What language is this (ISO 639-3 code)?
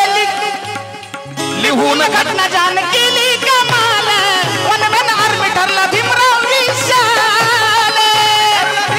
mar